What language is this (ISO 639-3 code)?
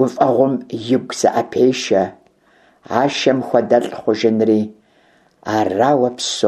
kbd